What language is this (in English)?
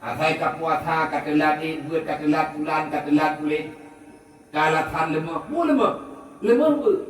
Achinese